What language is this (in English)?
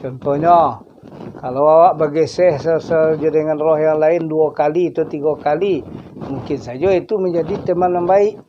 Minangkabau